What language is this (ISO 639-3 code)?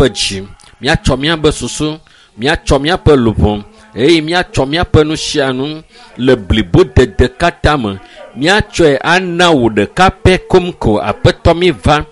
ewe